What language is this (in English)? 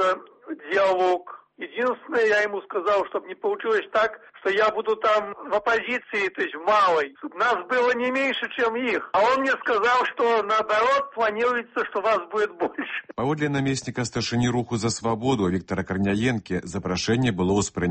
Belarusian